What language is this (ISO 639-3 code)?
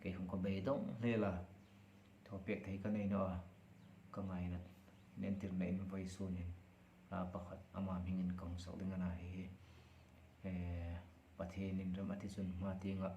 hmr